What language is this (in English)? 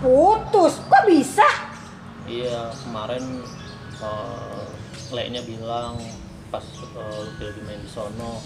Betawi